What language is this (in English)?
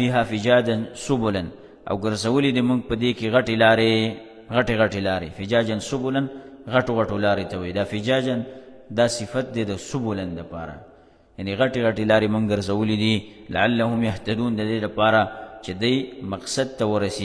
Pashto